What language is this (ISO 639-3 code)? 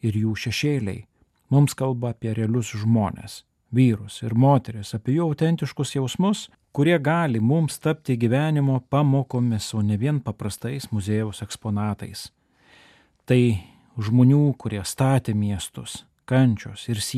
lit